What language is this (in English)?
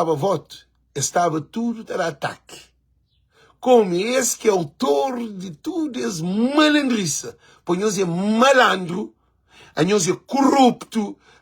Kabuverdianu